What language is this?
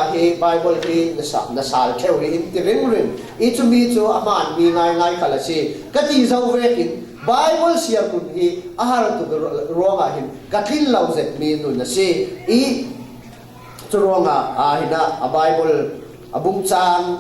Falam Chin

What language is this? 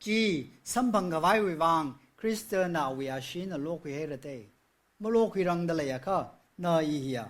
Tangkhul Naga (India)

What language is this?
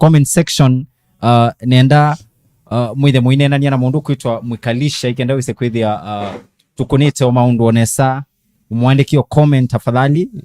Kamba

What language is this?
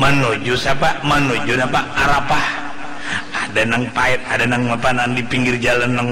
Banjar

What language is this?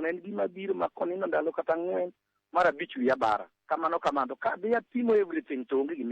Luo (Kenya and Tanzania)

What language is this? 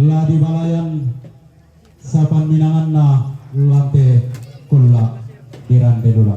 Toraja-Sa'dan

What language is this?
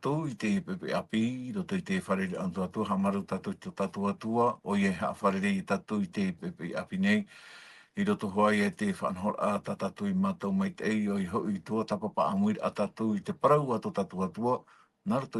Tahitian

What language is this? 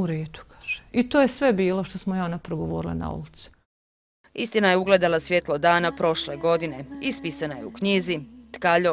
Bosnian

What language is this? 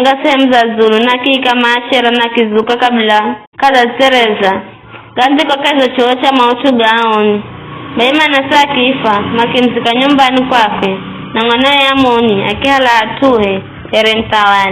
Giryama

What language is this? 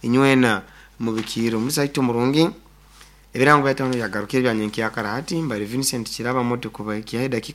Nyoro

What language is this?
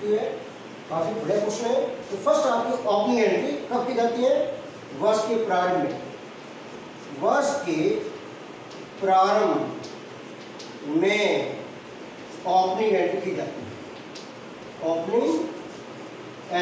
Hindi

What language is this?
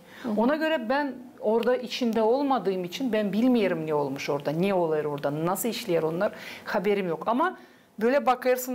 Gagauz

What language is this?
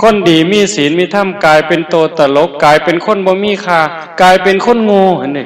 Northeastern Thai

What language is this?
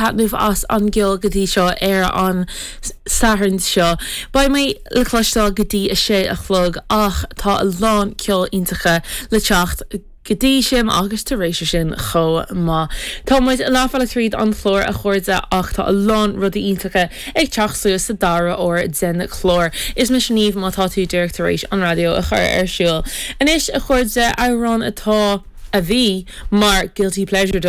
Irish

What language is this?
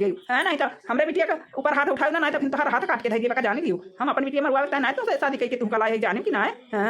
Awadhi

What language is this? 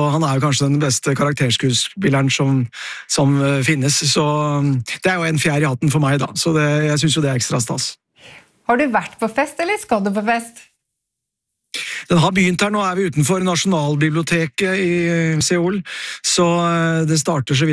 Norwegian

